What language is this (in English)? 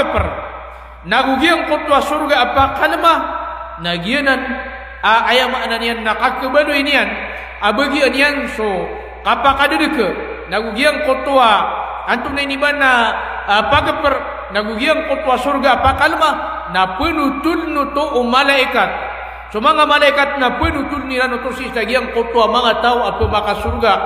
Maranao